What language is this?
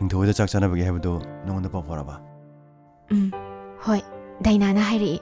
Manipuri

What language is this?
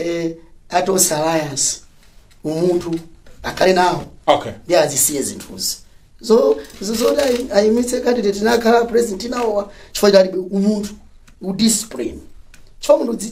Nyanja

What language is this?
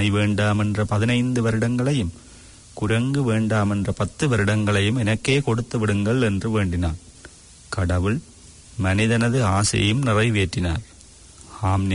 Tamil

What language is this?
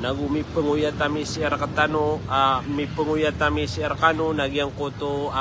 Maranao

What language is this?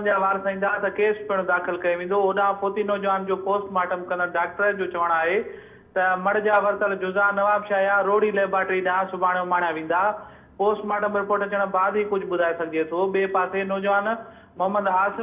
Sindhi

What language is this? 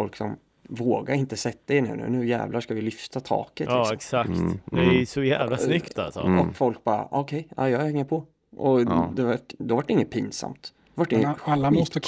Swedish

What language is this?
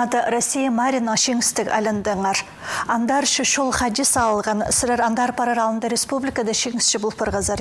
Khakas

